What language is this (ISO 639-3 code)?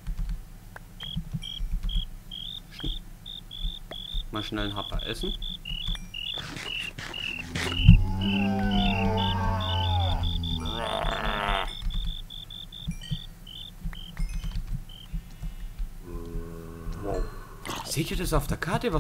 deu